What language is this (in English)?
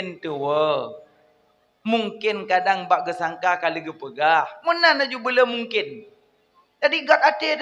Achinese